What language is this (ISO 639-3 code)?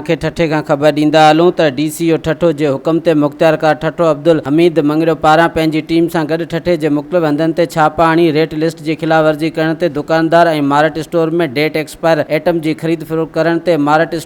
snd